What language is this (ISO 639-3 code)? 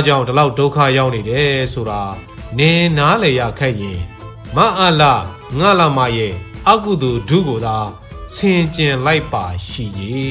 mya